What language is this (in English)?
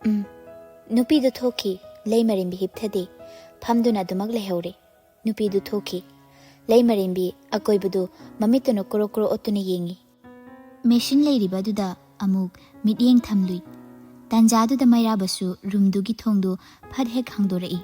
Manipuri